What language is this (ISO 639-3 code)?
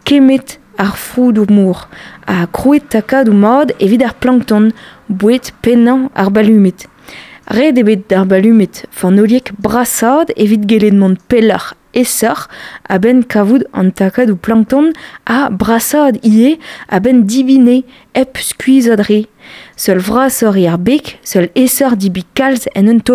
bre